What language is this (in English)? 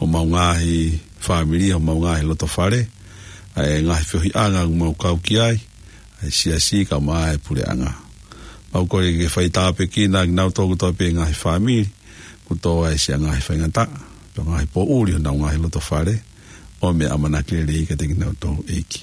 Tongan